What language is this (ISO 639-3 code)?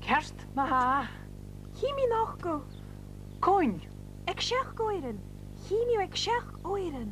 gla